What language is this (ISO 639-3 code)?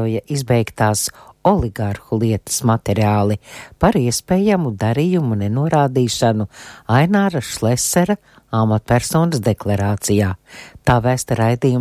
lav